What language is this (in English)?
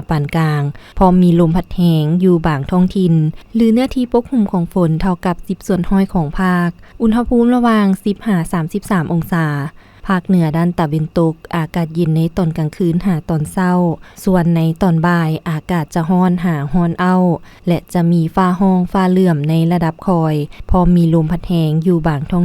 Lao